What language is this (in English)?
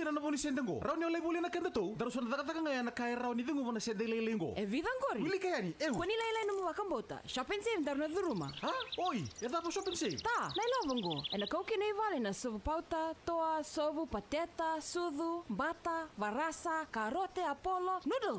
Fijian